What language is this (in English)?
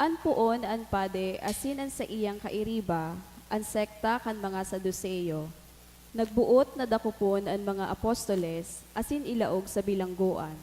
Bikol